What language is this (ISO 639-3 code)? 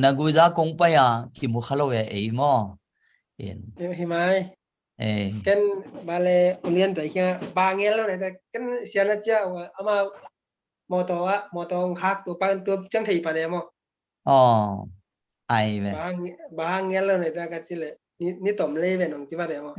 ctd